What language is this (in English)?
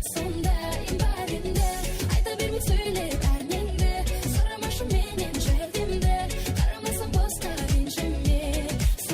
Kara-Kalpak